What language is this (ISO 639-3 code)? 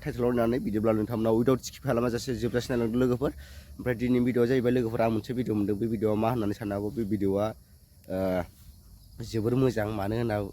brx